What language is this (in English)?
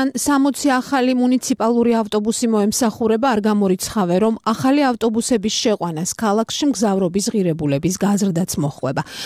Georgian